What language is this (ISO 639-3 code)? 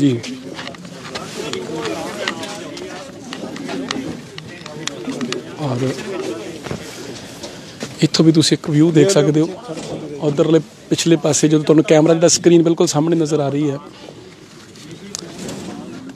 pan